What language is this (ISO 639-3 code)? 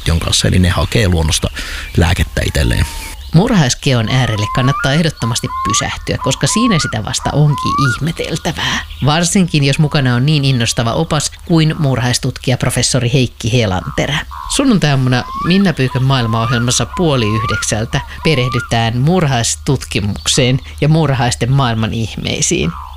fin